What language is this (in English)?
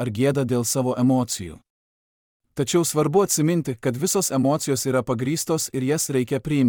Lithuanian